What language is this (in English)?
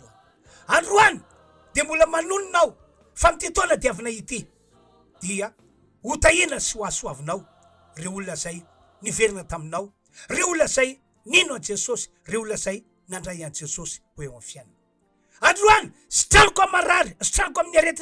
Malagasy